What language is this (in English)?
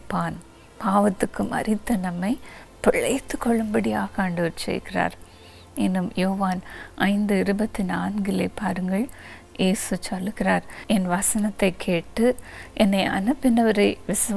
Tamil